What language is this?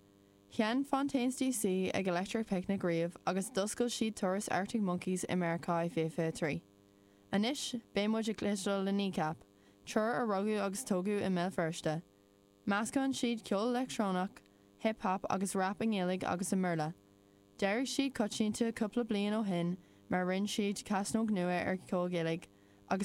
Irish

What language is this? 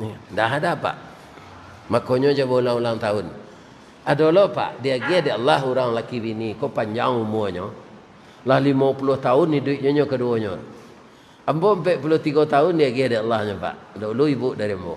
Minangkabau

